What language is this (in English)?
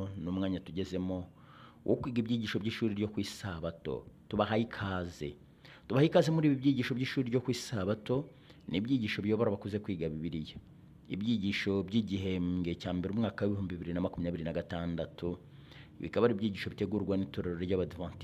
Kinyarwanda